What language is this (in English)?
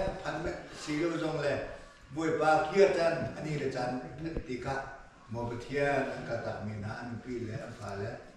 Hakha Chin